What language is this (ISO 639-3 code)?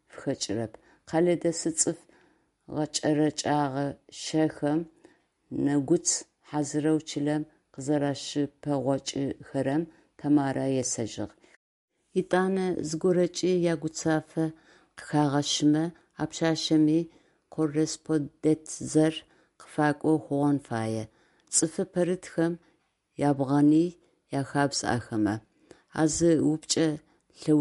ady